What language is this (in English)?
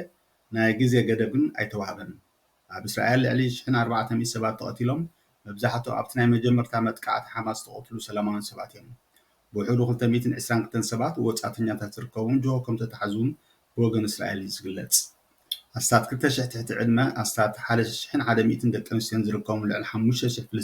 Tigrinya